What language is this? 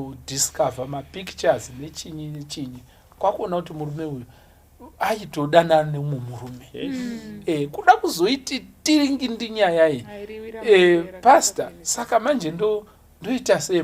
Shona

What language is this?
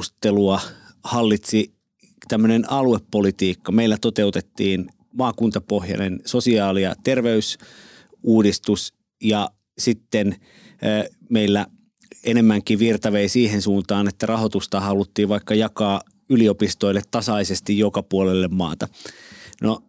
Finnish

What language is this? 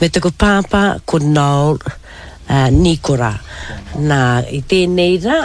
Māori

